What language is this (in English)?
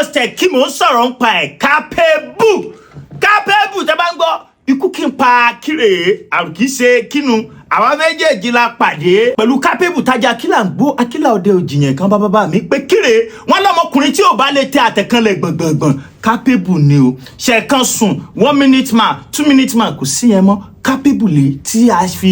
Yoruba